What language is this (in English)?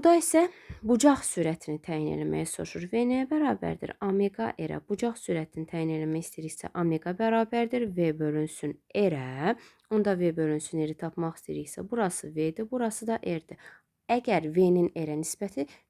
Azerbaijani